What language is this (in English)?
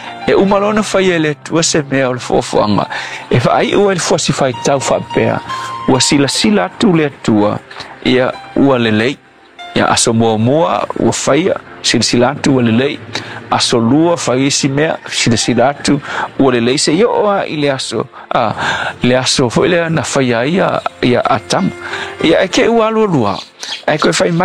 Samoan